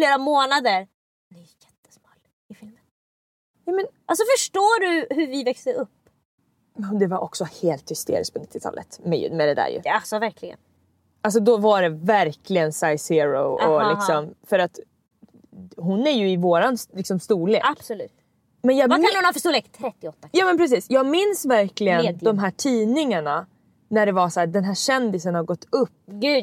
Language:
Swedish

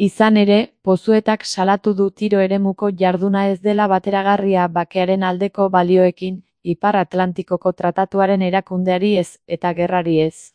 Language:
Basque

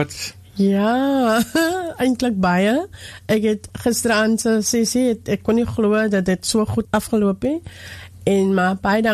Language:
Afrikaans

